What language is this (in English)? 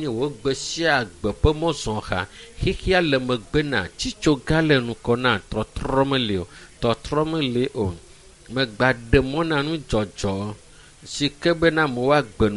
Ewe